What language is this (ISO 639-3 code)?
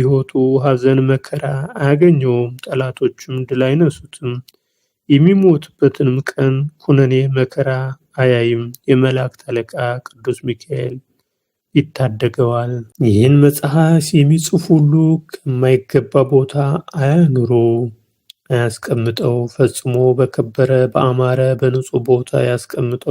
amh